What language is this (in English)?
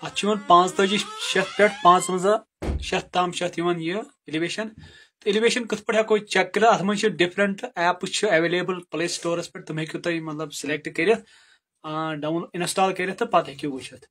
Kashmiri